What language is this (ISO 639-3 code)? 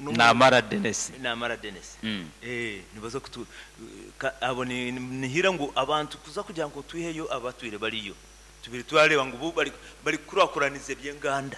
nyn